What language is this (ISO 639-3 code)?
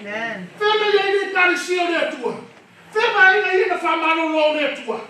smo